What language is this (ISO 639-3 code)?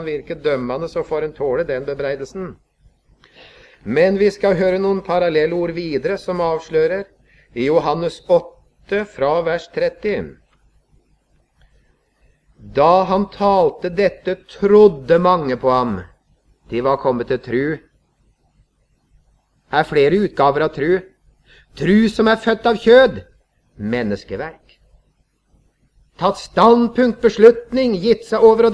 nor